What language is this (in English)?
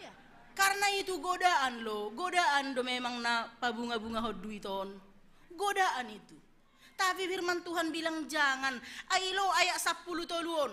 Batak Simalungun